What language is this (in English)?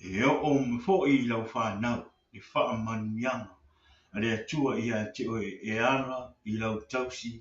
Samoan